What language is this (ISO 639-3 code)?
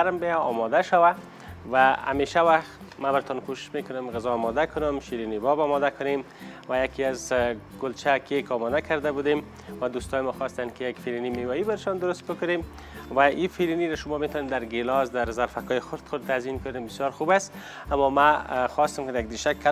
fas